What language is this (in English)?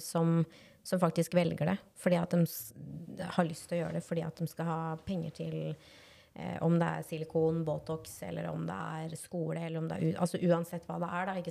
Norwegian